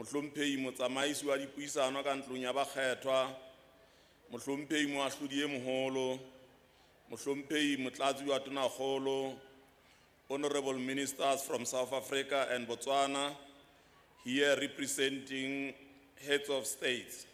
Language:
Southern Sotho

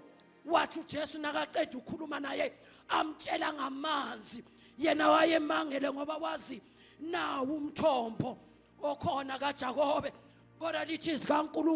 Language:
Zulu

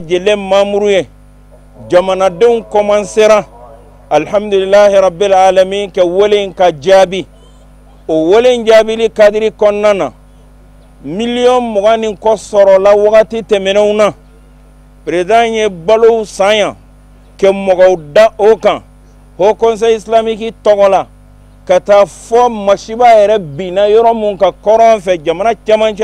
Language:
Bambara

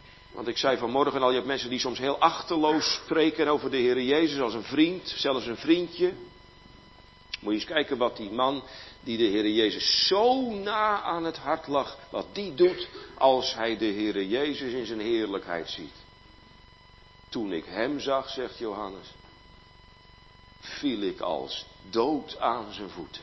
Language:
Dutch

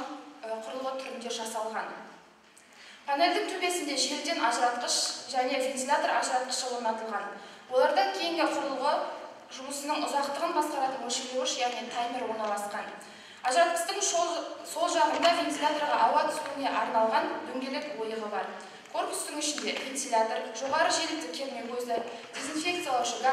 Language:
Kazakh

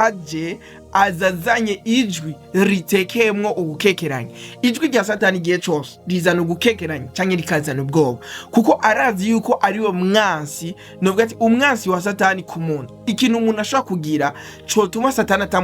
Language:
Rundi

